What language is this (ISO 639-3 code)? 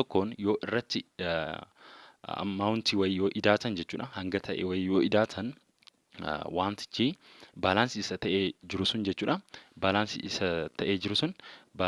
orm